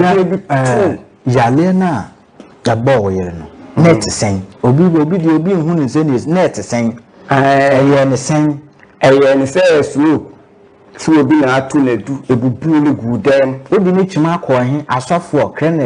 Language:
Akan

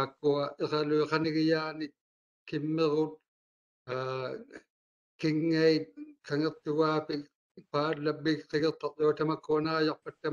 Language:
Māori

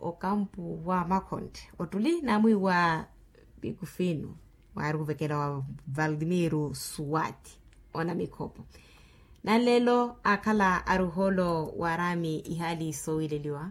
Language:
Makhuwa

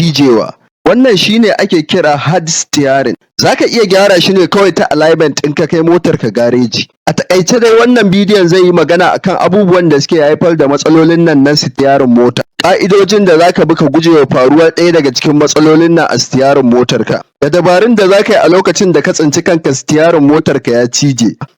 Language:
Hausa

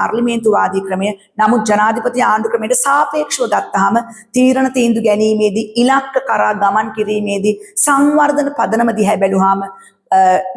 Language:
Sinhala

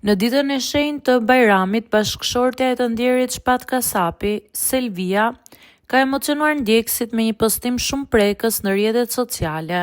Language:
Albanian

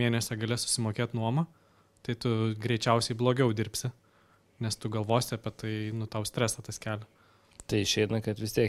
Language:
Lithuanian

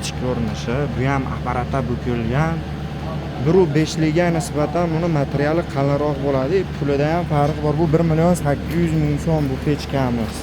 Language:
Uzbek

